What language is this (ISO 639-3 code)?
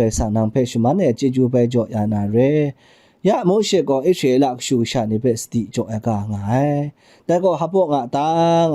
kac